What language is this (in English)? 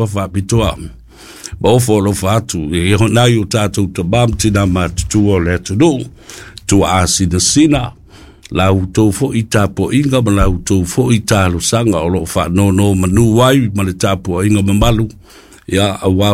Samoan